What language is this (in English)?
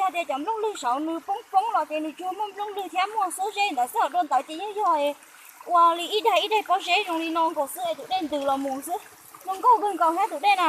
Hmong